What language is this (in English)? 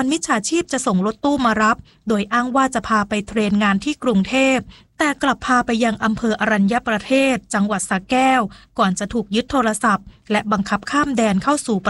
Thai